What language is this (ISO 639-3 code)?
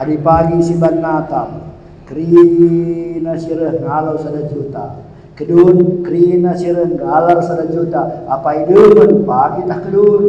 btx